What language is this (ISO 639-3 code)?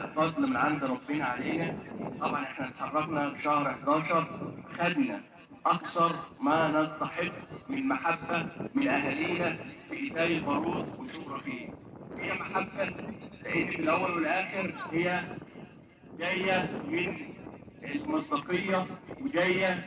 arz